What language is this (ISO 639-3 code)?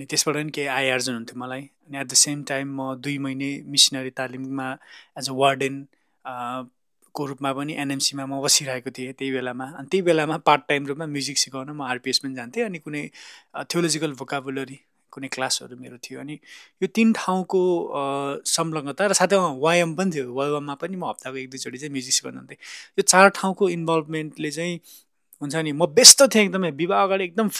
nep